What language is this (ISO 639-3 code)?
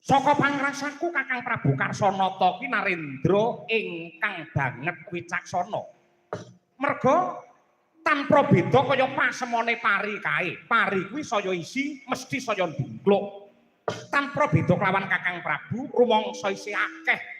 jav